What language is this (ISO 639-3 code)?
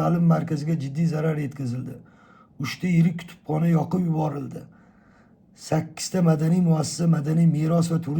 uzb